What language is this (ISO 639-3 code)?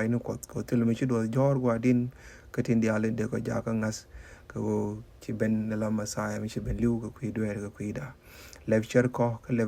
nus